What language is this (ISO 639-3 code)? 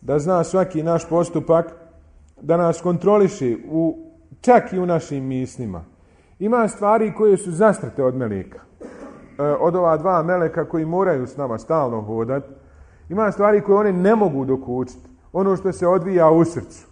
bos